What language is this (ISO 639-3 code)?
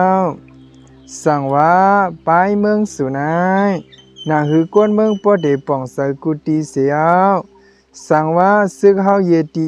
shn